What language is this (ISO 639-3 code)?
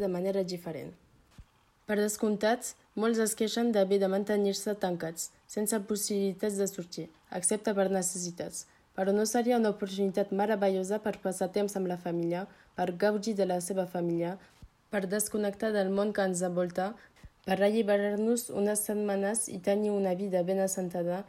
cat